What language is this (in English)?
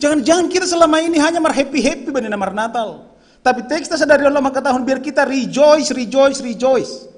Batak Simalungun